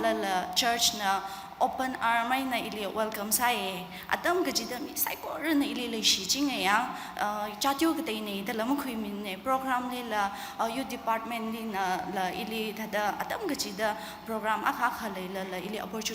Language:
Tangkhul Naga (India)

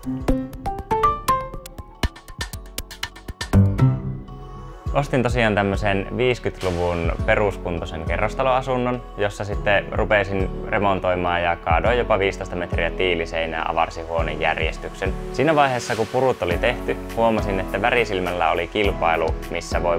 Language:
Finnish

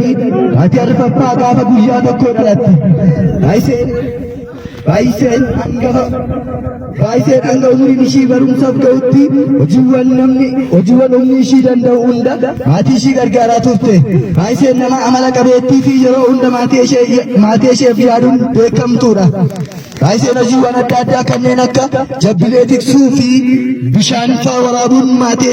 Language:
Oromo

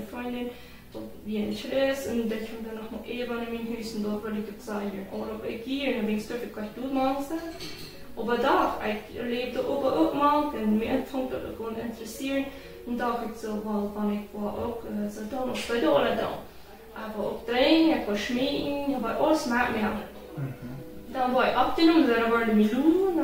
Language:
Plautdietsch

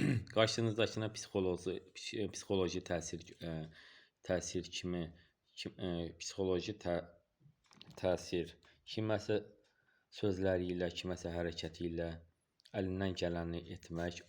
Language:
Azerbaijani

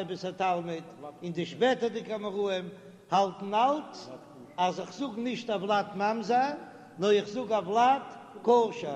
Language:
Yiddish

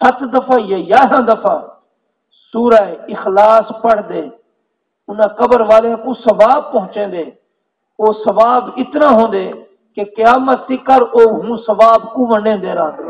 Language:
Saraiki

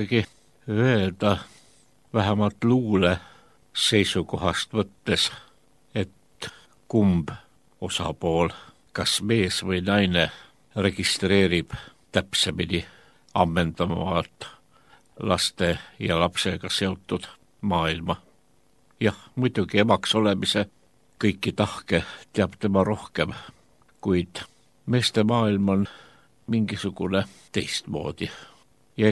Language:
Estonian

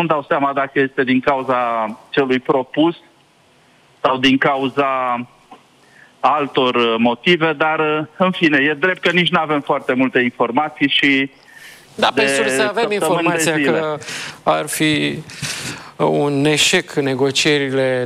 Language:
Romanian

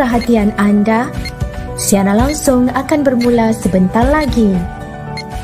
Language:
Malay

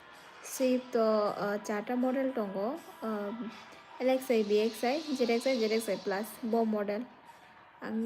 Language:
Kok Borok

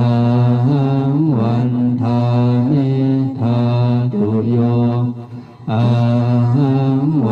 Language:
Pali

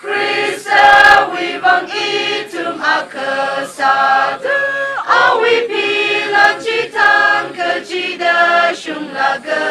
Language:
Tangkhul Naga (India)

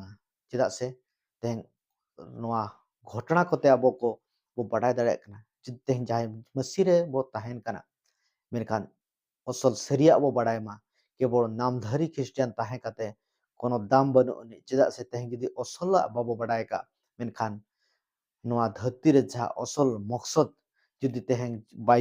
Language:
Santali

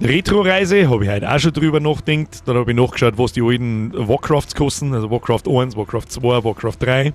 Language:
Bavarian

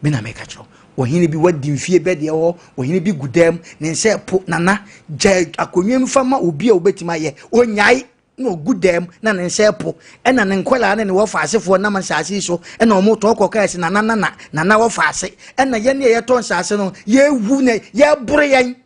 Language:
Akan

